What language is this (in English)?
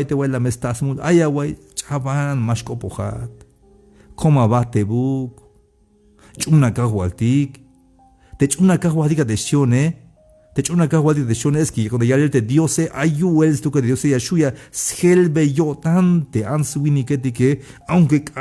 Tzeltal